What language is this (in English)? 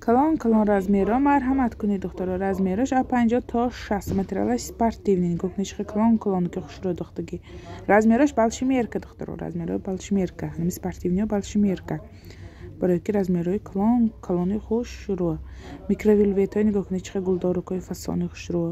Tajik